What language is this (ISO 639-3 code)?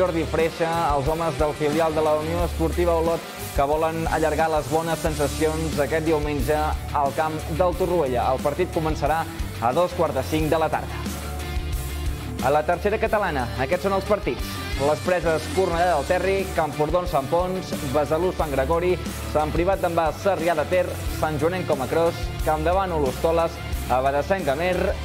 cat